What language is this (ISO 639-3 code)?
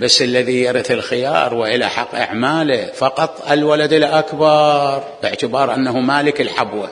acm